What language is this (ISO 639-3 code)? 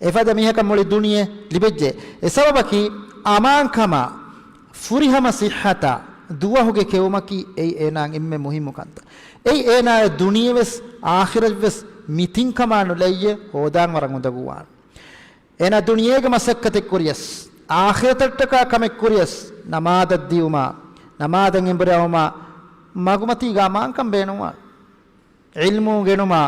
div